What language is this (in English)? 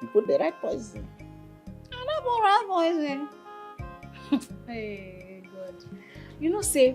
Nigerian Pidgin